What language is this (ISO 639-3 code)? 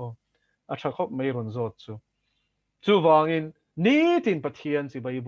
lus